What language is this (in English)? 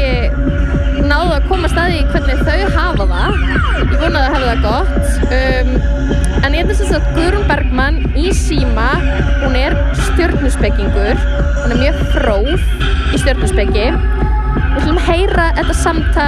Icelandic